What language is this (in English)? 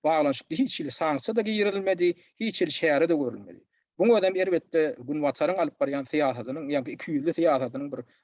Turkmen